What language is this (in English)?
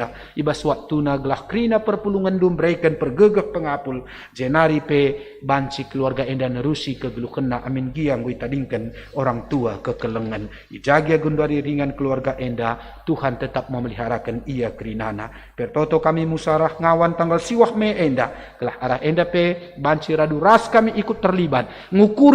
Batak Karo